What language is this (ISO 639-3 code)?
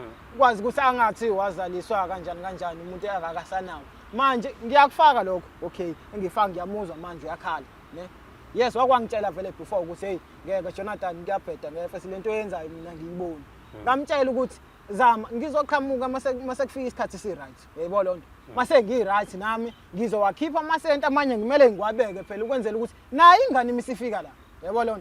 zul